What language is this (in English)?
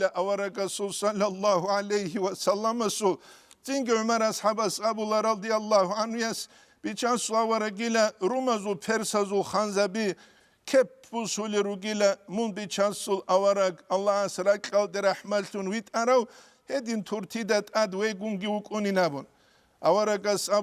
Avaric